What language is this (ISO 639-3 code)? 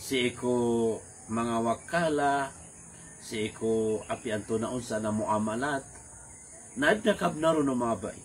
mrw